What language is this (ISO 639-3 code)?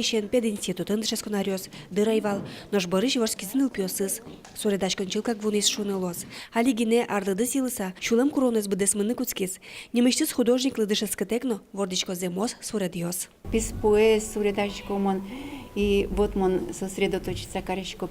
udm